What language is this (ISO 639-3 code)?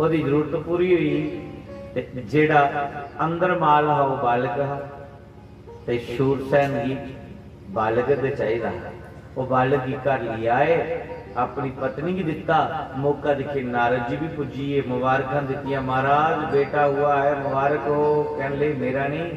doi